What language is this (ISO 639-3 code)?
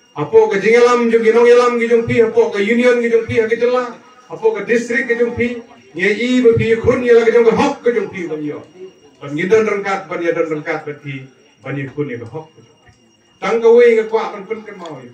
kha